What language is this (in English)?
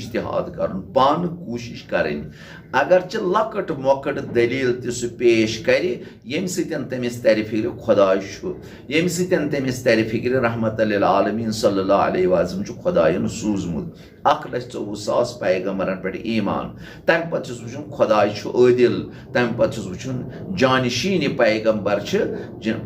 Kashmiri